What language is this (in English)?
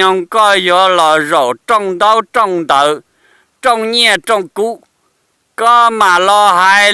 Hmong